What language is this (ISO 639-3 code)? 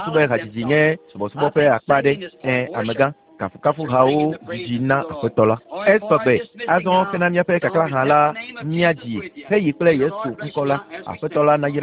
ewe